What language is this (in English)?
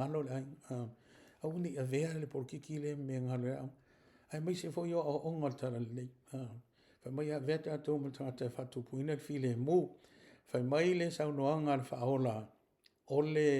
Samoan